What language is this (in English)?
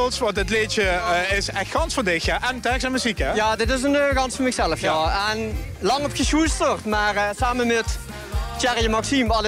Limburgish